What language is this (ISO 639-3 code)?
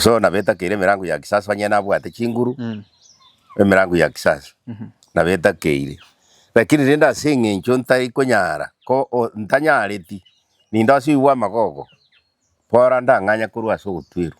guz